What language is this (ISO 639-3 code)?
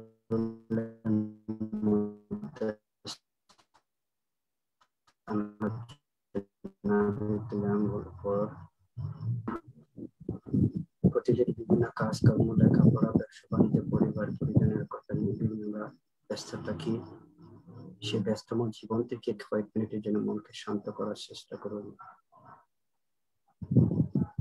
ben